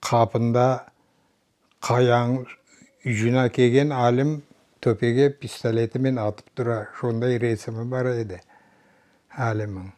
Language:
Crimean Tatar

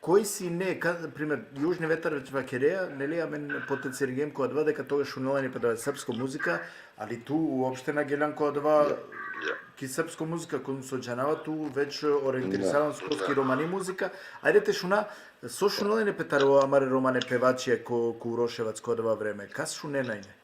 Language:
Balkan Romani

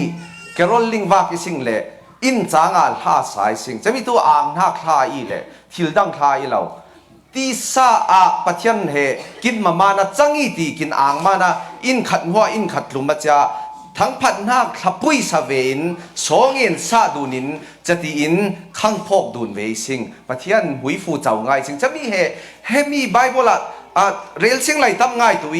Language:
Falam Chin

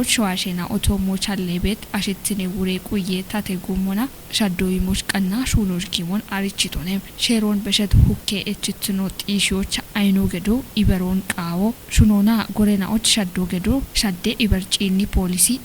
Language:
Kafa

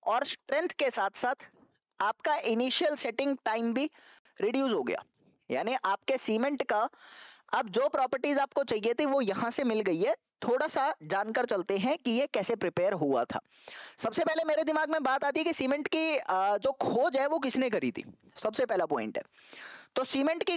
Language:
Hindi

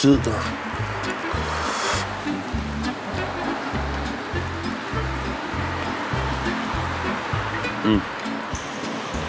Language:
Danish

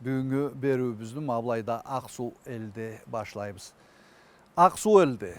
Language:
Karachay-Balkar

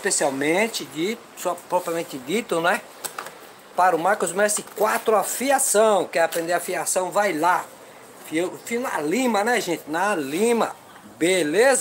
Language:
Portuguese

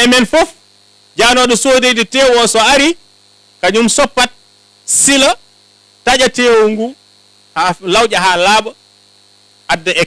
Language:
Fula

